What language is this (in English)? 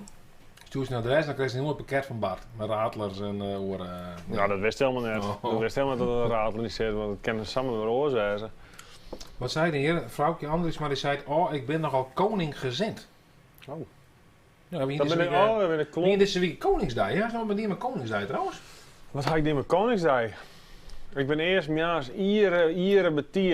Western Frisian